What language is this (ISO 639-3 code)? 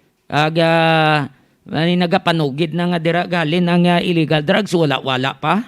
hil